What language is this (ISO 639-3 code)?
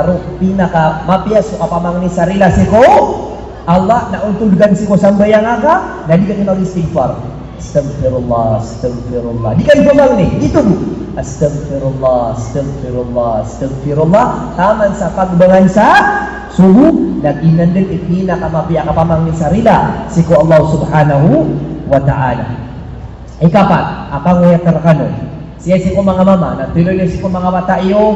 mrw